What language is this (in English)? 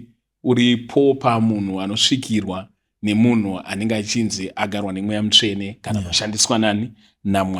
Shona